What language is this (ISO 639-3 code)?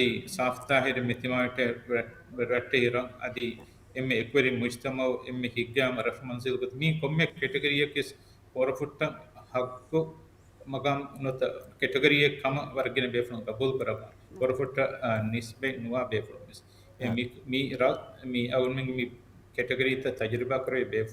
div